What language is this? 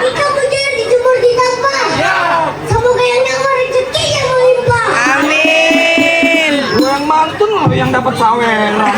Betawi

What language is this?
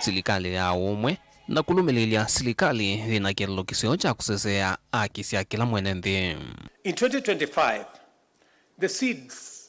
Kamba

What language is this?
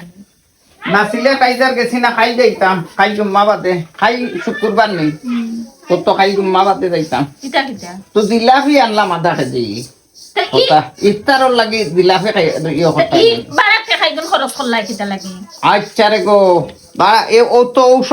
Sylheti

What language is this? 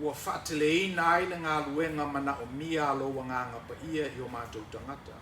Samoan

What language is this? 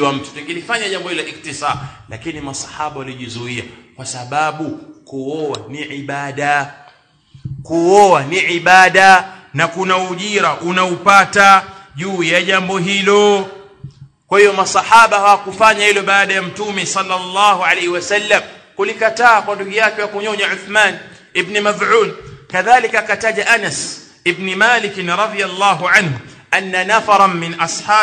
Swahili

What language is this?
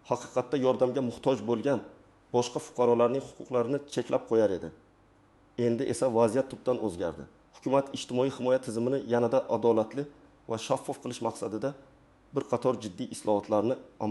Uzbek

